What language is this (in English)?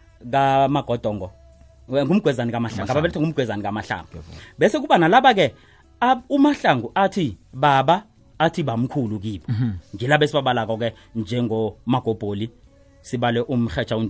South Ndebele